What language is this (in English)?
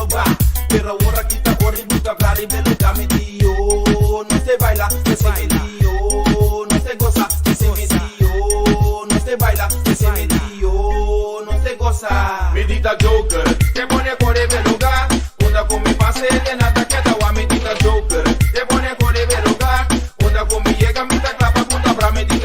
Papiamento